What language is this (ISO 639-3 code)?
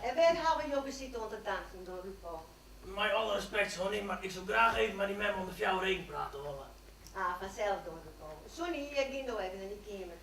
fry